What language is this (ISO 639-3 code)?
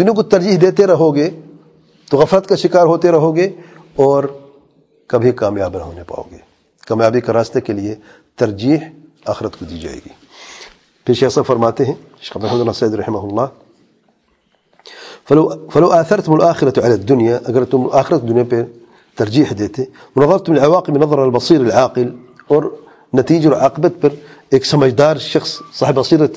urd